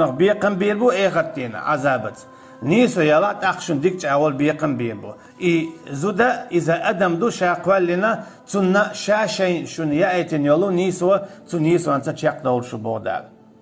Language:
Chechen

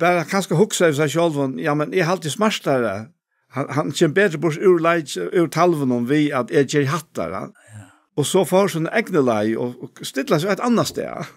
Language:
Faroese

